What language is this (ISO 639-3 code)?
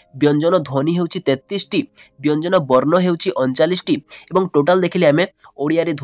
ori